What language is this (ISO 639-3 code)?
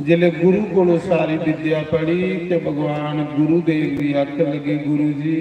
doi